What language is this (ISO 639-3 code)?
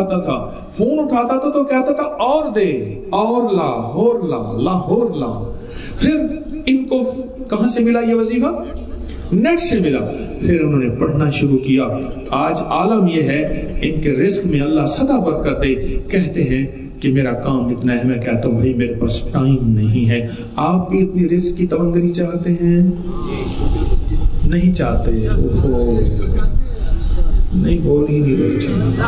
urd